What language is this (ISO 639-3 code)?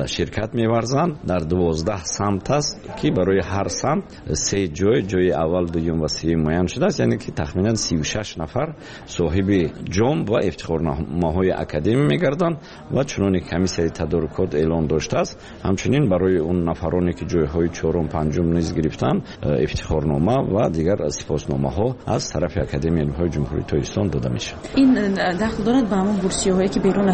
tgk